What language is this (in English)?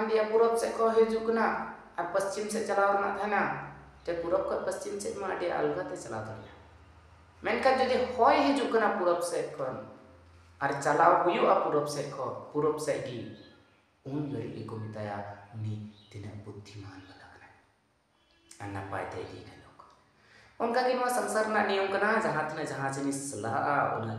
Santali